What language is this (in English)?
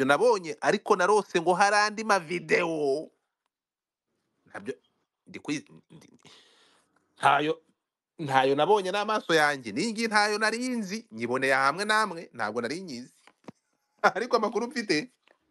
Kinyarwanda